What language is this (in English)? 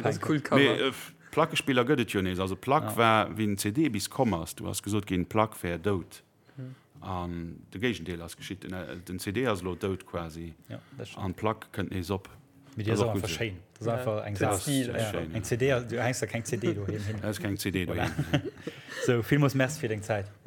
Luxembourgish